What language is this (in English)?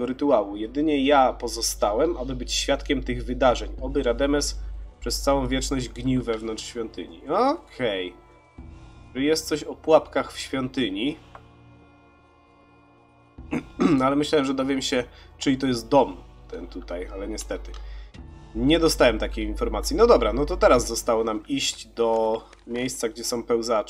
Polish